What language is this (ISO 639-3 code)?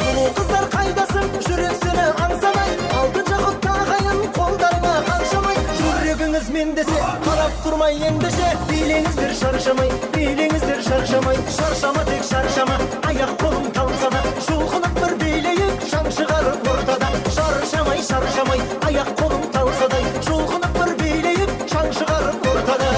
kaa